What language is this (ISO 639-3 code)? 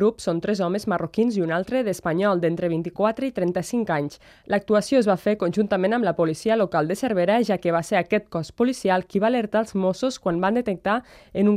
cat